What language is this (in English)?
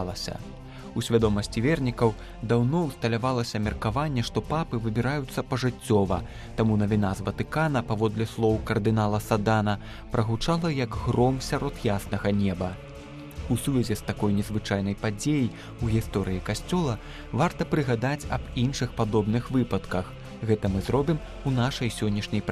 Belarusian